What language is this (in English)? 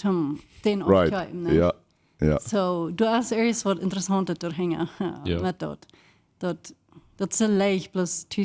Plautdietsch